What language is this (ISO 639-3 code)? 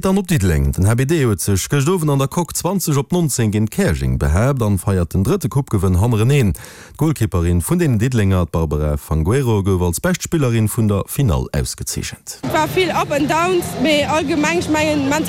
ltz